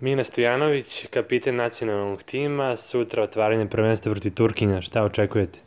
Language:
Serbian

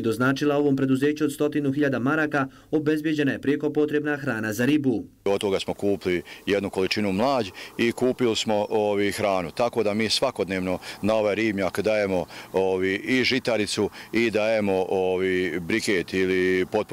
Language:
Bosnian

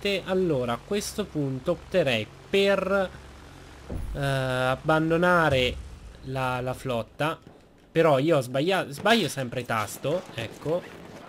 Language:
Italian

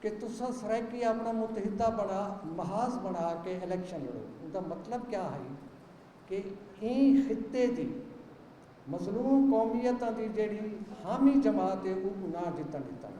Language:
Saraiki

